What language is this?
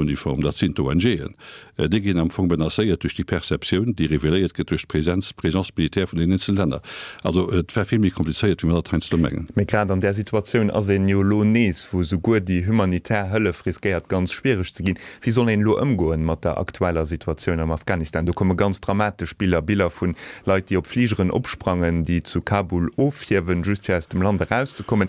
Luxembourgish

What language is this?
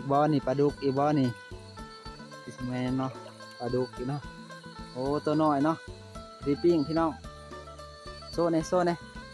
Lao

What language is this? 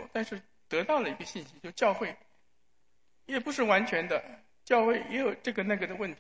Chinese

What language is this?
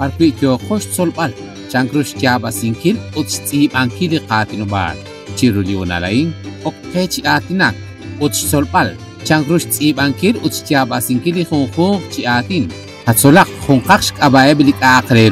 Kekchí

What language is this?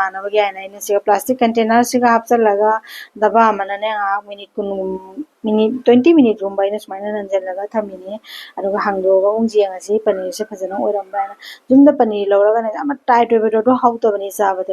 Manipuri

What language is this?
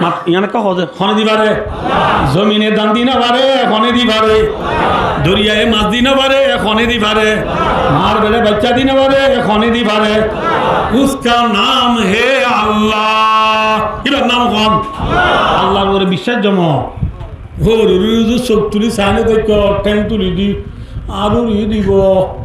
Rohingya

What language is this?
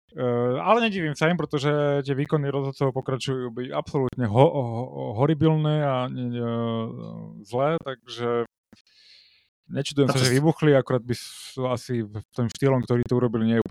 Slovak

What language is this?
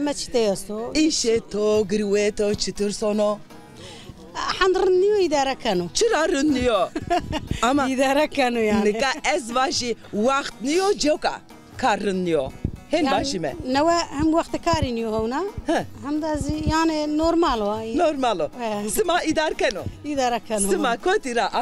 Zaza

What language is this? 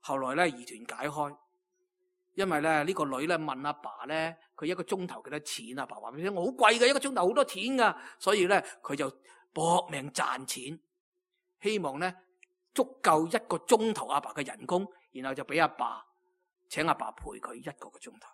Cantonese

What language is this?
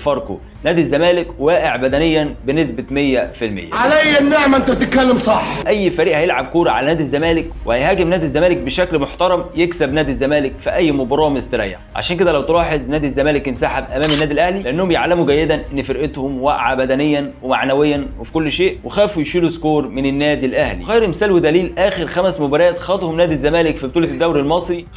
Egyptian Arabic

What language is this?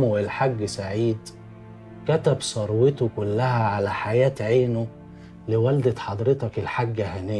Egyptian Arabic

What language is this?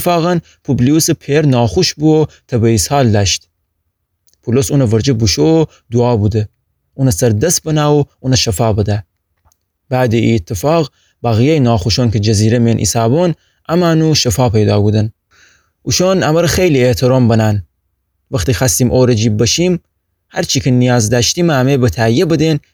Gilaki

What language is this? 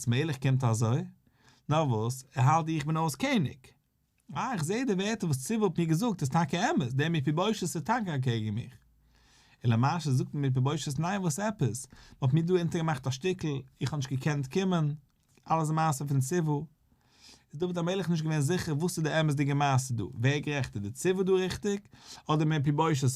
Yiddish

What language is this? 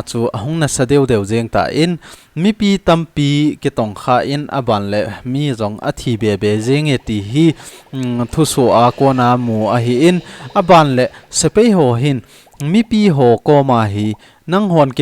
Thado Chin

